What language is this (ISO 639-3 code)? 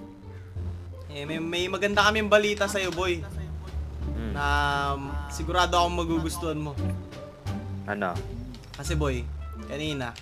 fil